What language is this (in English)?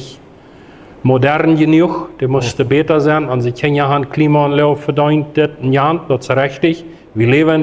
Plautdietsch